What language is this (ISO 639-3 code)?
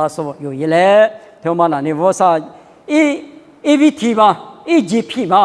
lis